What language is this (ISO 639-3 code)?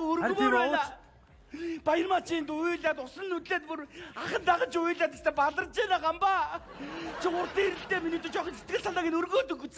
mon